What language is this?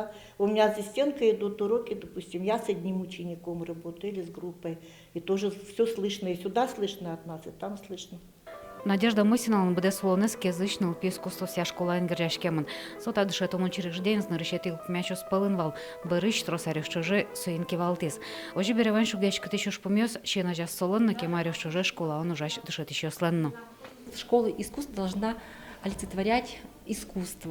Udmurt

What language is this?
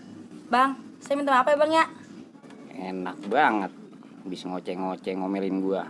Betawi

